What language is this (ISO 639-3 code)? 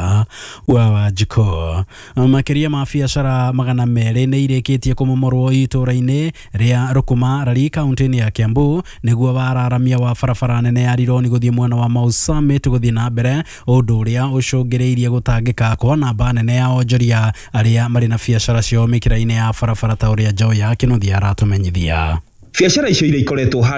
kik